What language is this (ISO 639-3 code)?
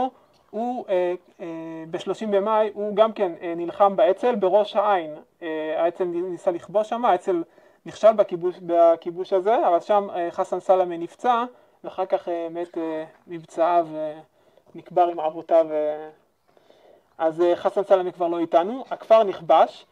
heb